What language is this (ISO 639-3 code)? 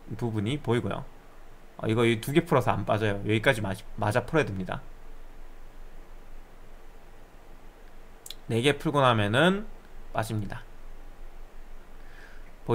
kor